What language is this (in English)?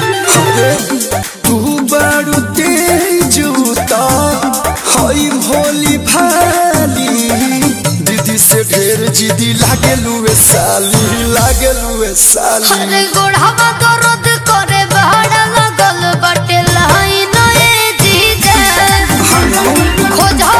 Bhojpuri